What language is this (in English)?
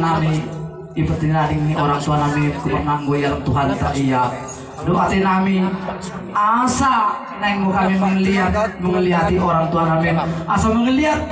Batak Toba